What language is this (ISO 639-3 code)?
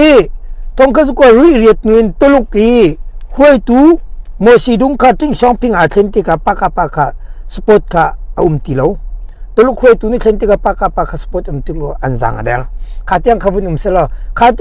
cnh